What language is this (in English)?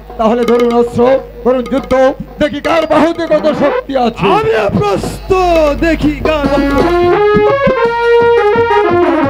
Bangla